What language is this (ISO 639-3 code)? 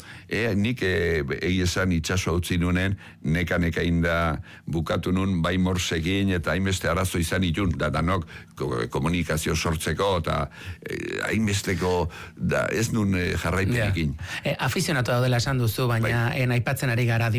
eus